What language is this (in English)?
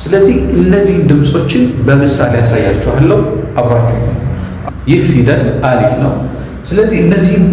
Amharic